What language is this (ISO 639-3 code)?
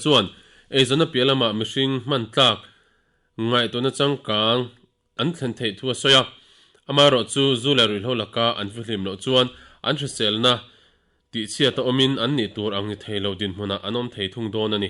lus